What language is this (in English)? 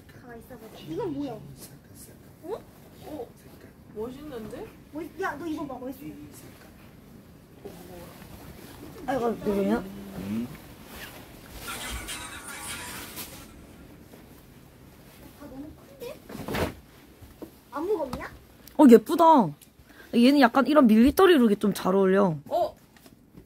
Korean